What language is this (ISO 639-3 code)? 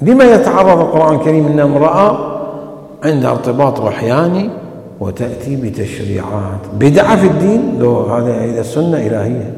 acm